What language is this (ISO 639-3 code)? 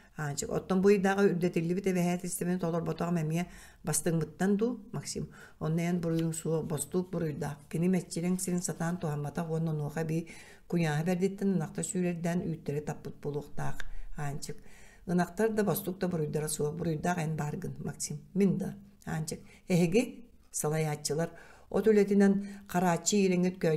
sah